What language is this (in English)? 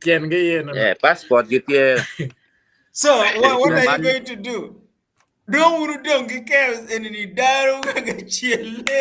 Acoli